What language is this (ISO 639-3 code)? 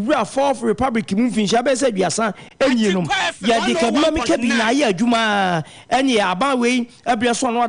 aka